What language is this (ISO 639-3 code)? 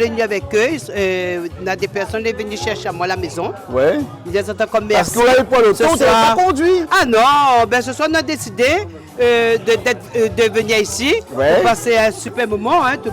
rcf